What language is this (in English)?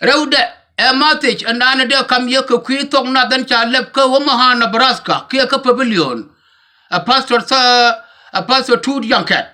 Nuer